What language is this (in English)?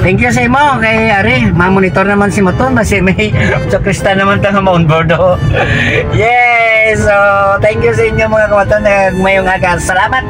Hiligaynon